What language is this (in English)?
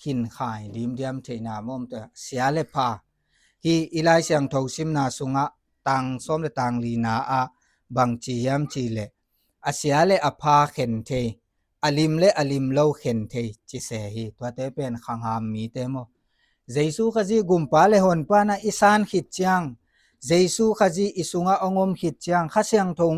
Tedim Chin